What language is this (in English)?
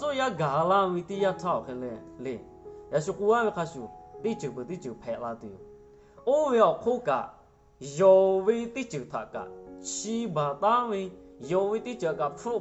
Lahu